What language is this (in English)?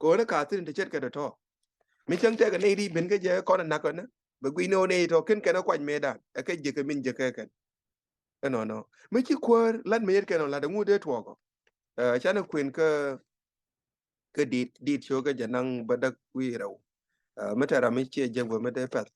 Nuer